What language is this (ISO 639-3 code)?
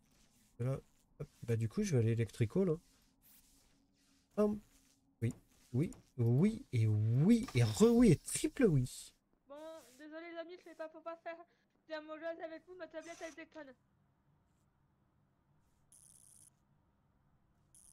fra